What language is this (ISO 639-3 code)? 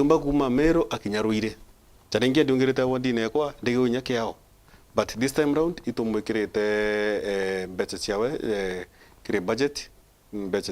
mer